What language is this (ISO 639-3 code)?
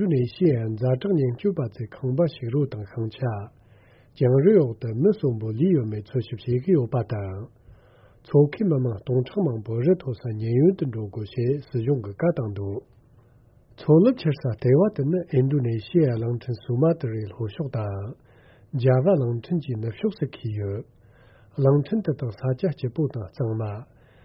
bod